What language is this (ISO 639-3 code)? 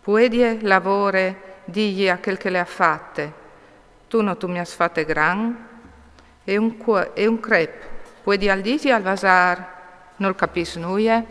fur